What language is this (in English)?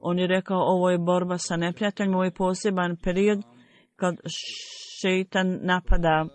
Bosnian